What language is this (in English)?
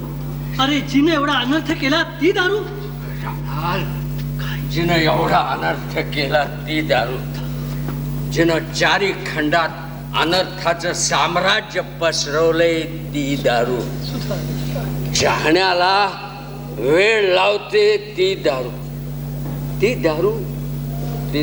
Marathi